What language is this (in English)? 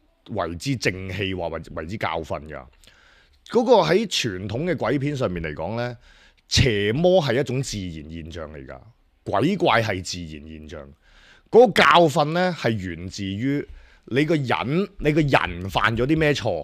Cantonese